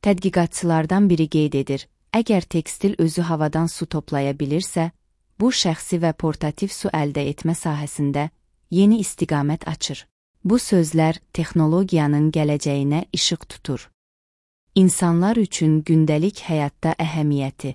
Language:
Azerbaijani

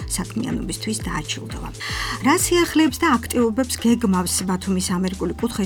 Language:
Georgian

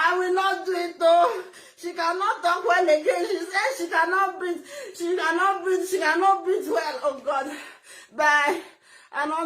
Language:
Nigerian Pidgin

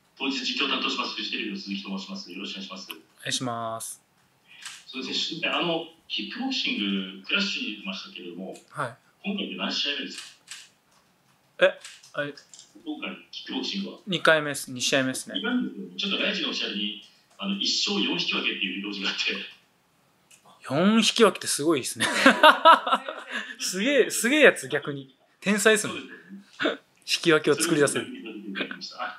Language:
Japanese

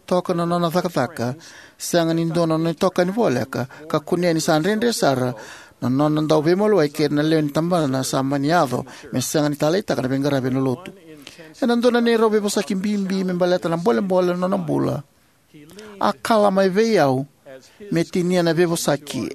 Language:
Fijian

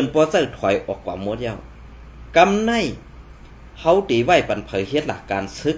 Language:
Shan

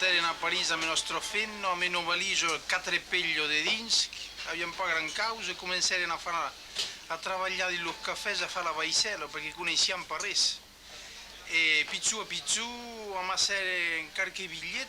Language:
Occitan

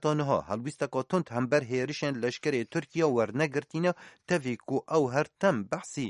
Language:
Kurdish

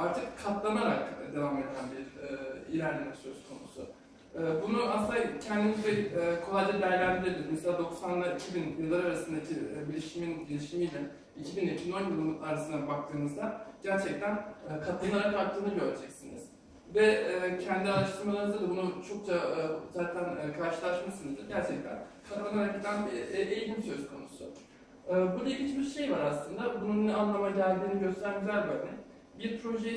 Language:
Turkish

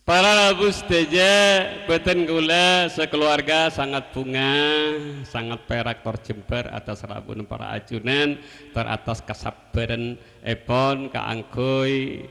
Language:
Madurese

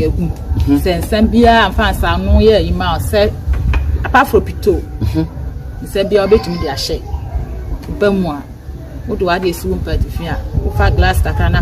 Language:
Akan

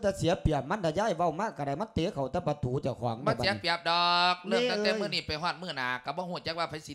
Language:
Lao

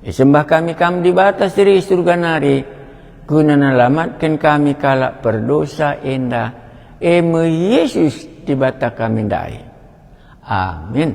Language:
Batak Karo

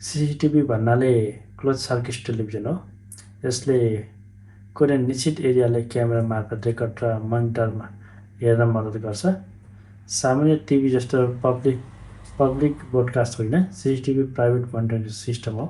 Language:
Nepali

